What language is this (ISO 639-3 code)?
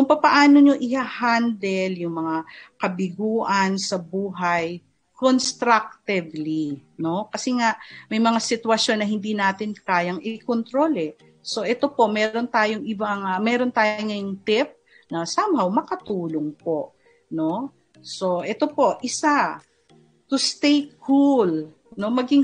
fil